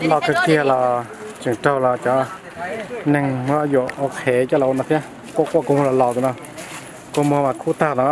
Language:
Hmong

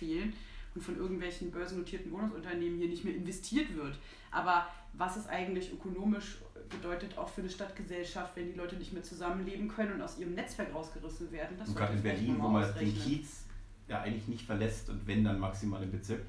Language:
German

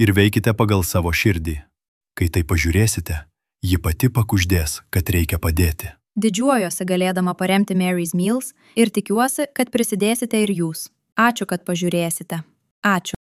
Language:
Lithuanian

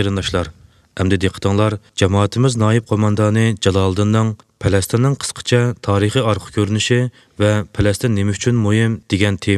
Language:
Uyghur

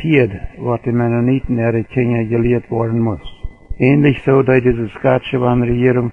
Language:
Plautdietsch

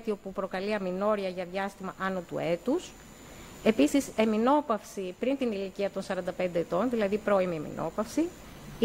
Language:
Greek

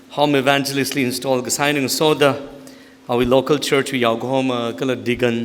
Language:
Tangkhul Naga (India)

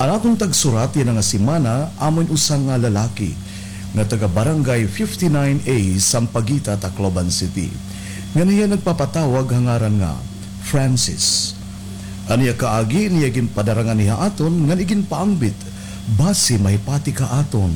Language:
Waray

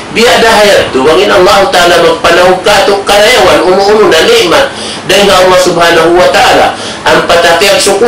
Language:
Tausug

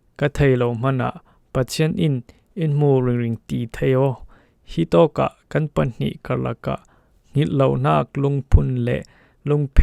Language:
Falam Chin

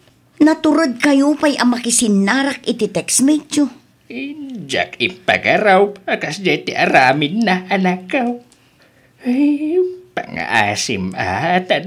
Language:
Iloko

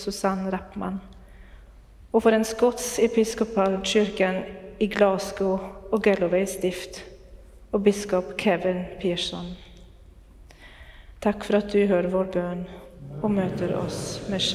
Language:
Swedish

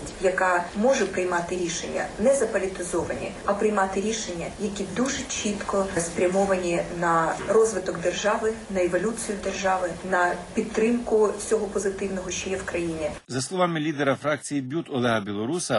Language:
Ukrainian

